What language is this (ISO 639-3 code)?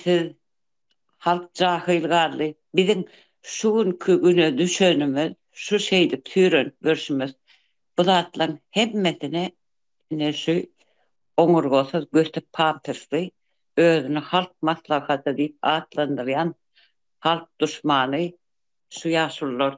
tuk